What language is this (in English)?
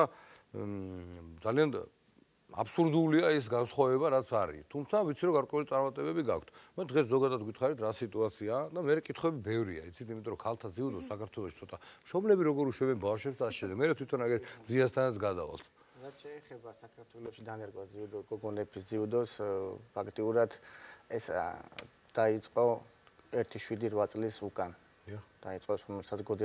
Georgian